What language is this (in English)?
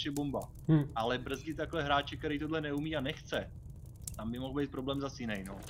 Czech